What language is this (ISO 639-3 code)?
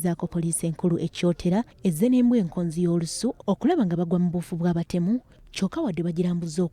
lug